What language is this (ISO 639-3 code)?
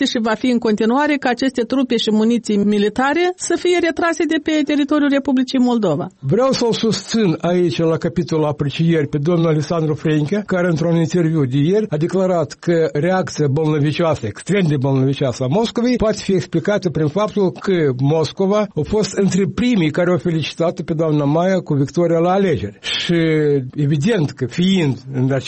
ron